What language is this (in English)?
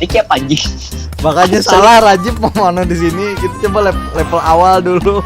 Banjar